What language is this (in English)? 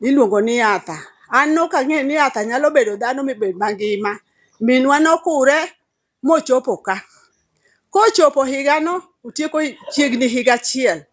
Luo (Kenya and Tanzania)